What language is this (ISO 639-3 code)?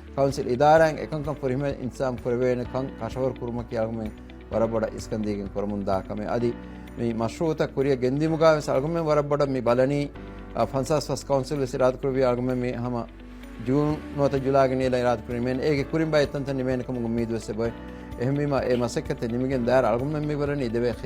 div